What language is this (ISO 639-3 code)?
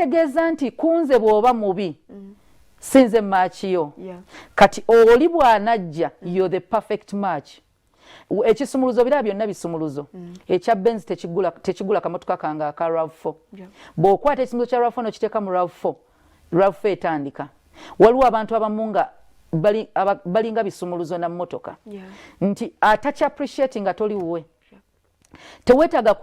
lug